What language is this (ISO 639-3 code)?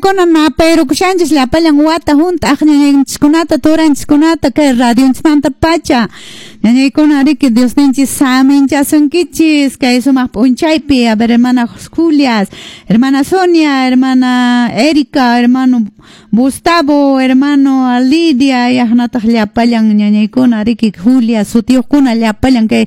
que